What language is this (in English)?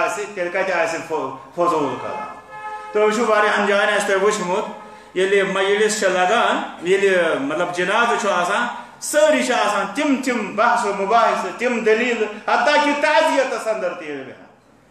Kashmiri